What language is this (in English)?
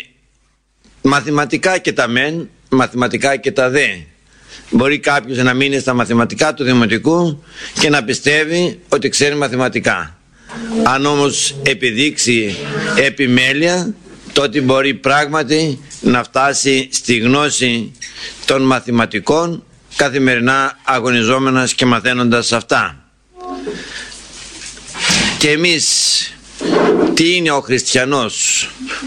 Greek